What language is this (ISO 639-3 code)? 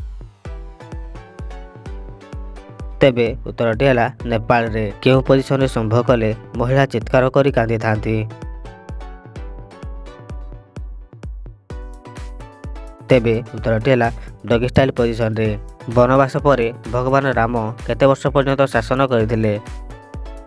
ori